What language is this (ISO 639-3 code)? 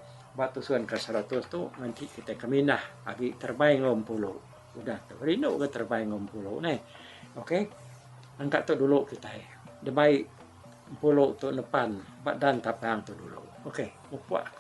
iba